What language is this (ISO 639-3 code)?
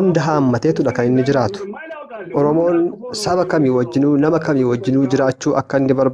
orm